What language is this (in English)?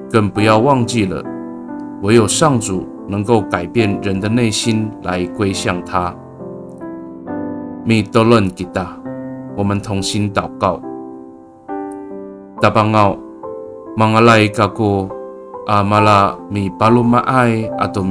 Amis